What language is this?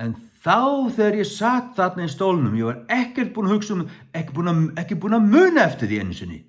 Faroese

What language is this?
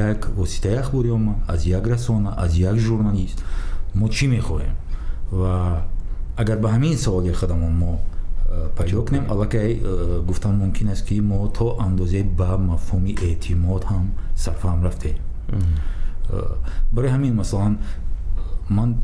Tajik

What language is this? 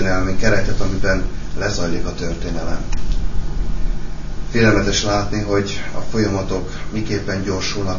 Hungarian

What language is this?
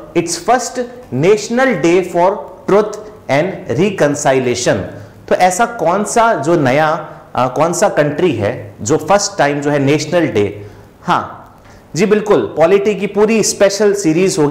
Hindi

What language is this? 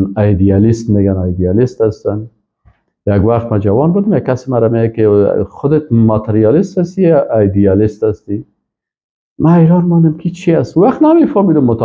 Persian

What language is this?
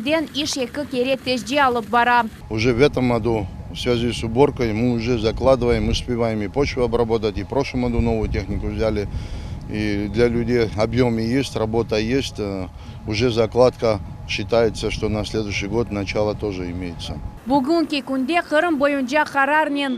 Crimean Tatar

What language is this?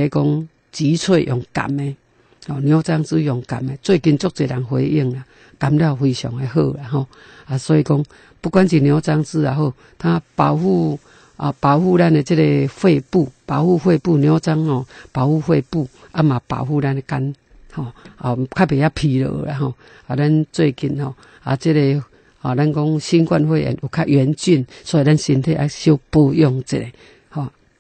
Min Nan Chinese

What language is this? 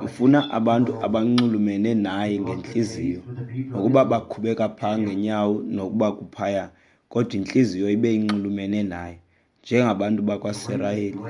Xhosa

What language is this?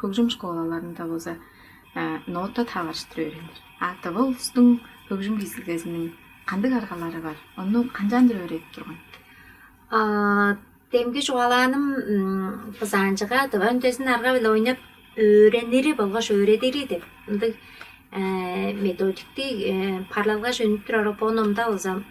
Tuvinian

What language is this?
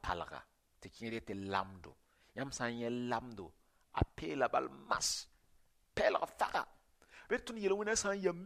Mossi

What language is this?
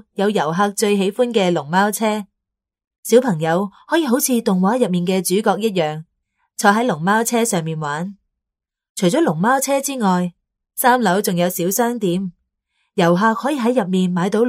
Cantonese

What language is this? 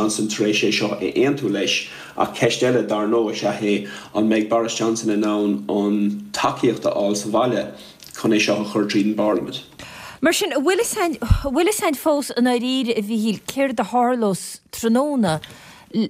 Irish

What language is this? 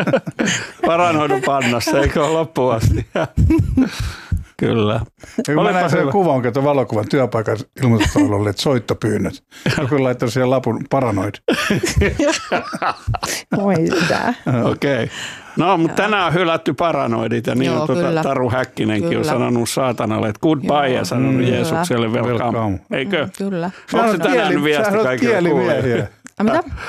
Finnish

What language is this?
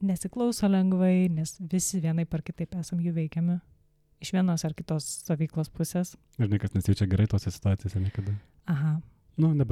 Lithuanian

